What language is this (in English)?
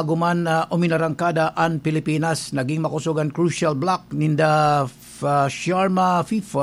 Bikol